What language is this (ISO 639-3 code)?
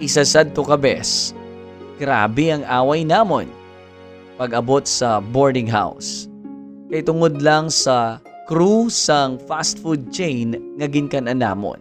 hil